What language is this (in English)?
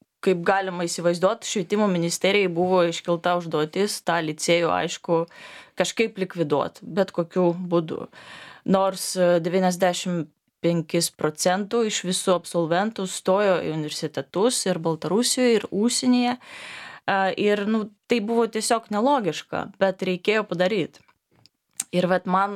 Lithuanian